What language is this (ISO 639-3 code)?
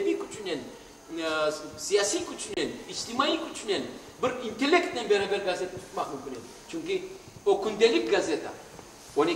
crh